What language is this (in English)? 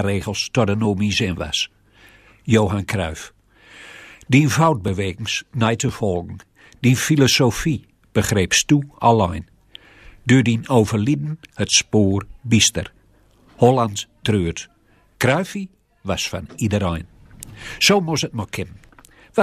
Gronings